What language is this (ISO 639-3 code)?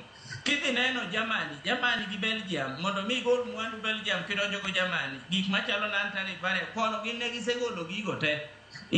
luo